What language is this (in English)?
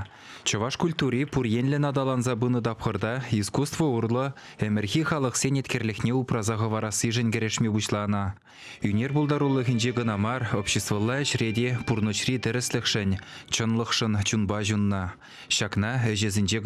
Chuvash